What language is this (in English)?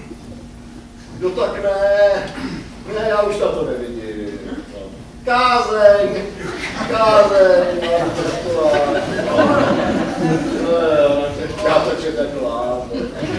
Czech